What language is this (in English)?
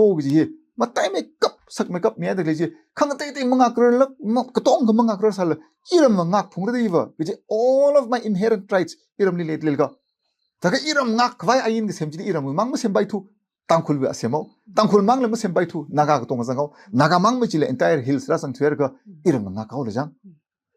Tangkhul Naga (India)